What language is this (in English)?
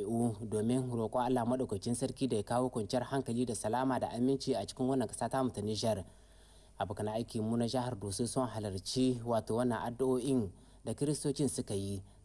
Hausa